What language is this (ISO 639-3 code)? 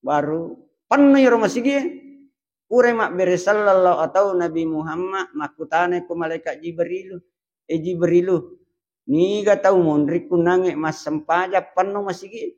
bug